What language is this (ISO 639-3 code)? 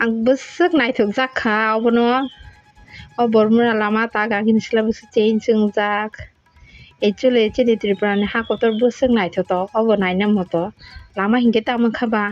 trp